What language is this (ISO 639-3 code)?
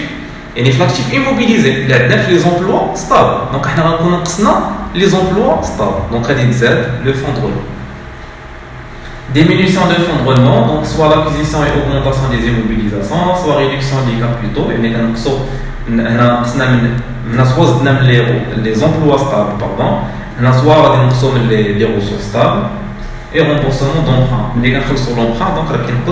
ary